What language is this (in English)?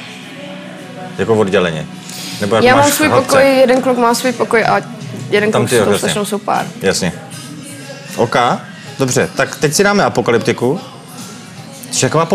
Czech